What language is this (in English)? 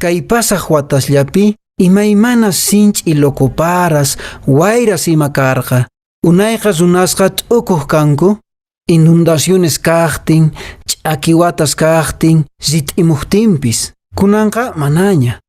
Quechua